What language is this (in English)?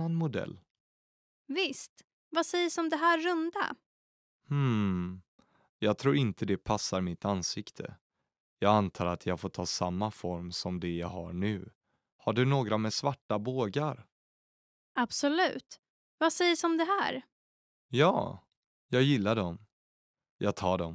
Swedish